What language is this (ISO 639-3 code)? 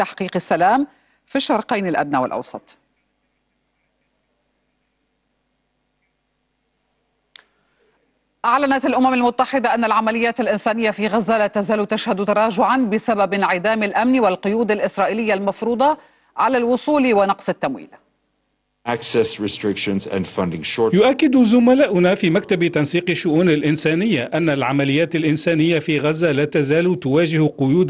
ara